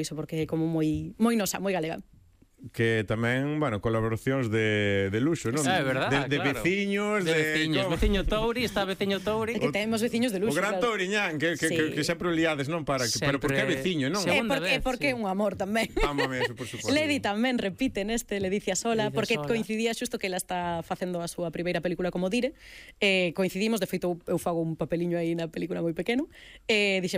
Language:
Galician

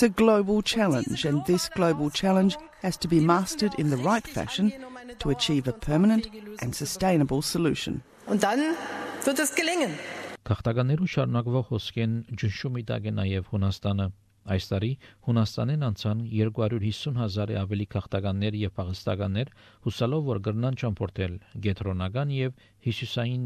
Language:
Armenian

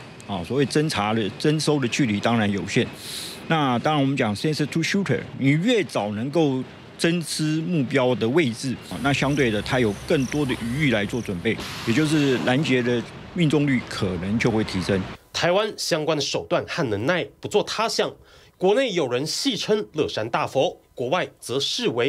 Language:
Chinese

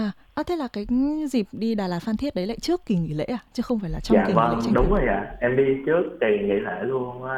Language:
Vietnamese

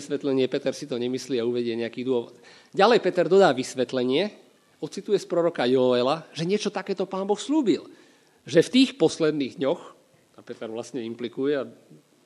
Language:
Slovak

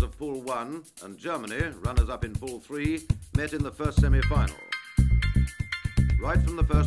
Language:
English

